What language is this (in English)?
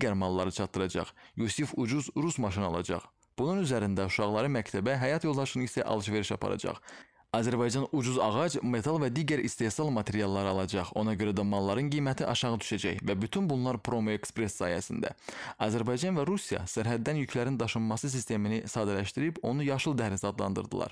Azerbaijani